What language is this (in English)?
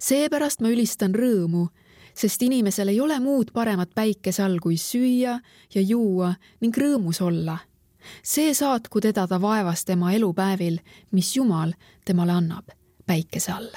Estonian